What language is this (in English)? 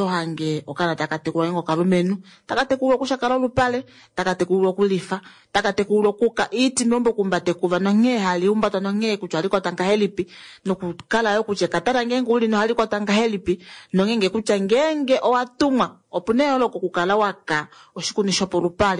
Kuanyama